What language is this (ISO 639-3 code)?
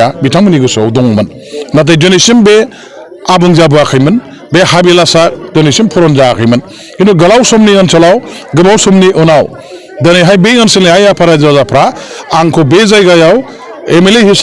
brx